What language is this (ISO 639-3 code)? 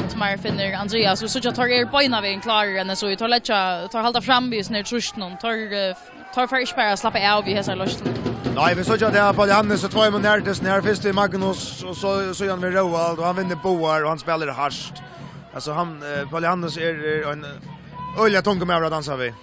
fao